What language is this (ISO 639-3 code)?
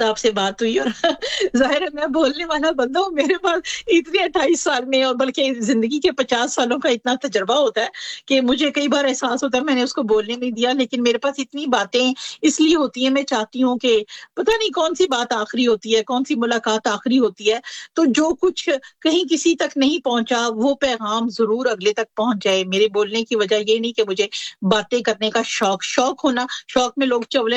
urd